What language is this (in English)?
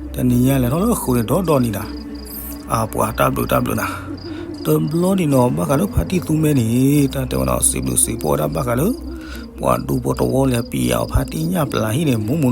S'gaw Karen